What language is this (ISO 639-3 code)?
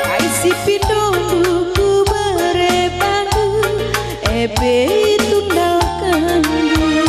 btx